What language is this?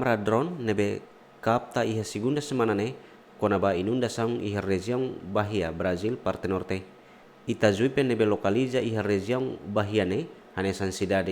Tetum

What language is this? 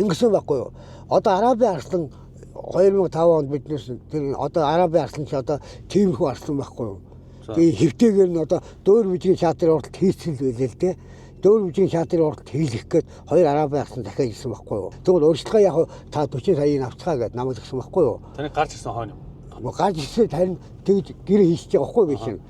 Mongolian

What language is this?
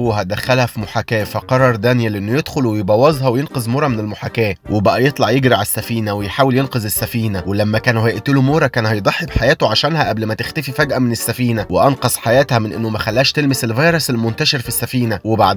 Egyptian Arabic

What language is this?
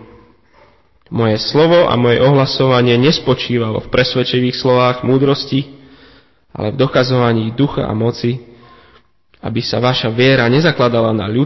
Slovak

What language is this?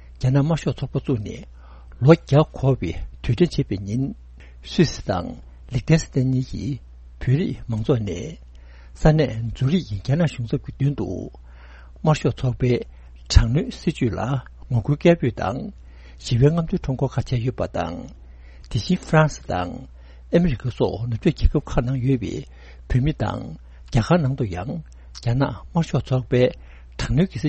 Tibetan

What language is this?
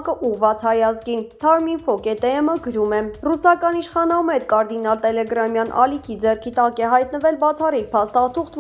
Armenian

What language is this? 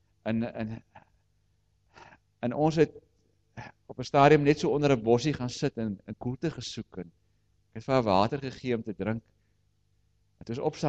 Afrikaans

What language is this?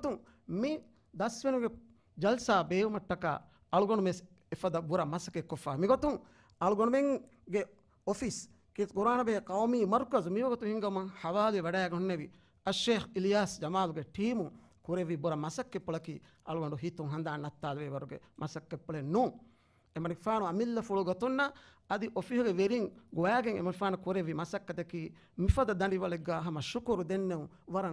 Divehi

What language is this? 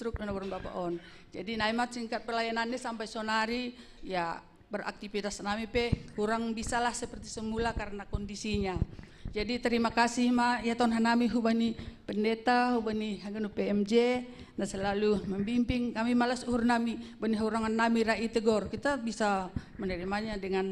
Batak Simalungun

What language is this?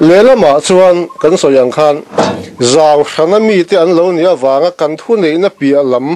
Mizo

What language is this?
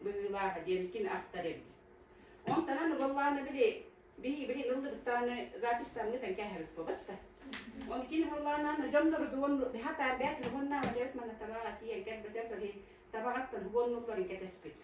Yakut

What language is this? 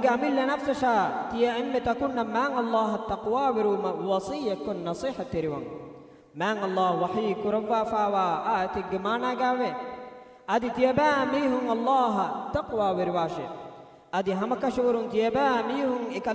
Divehi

